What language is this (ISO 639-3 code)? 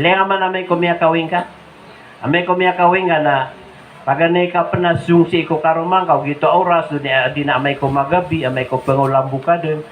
mrw